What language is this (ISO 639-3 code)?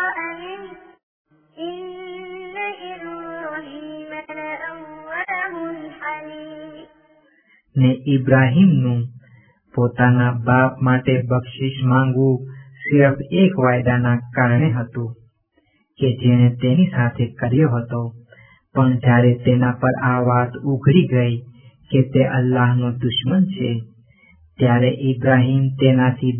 guj